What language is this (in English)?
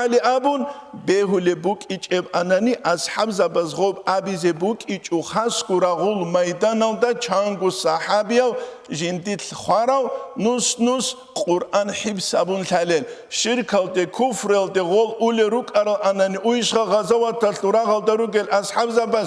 Avaric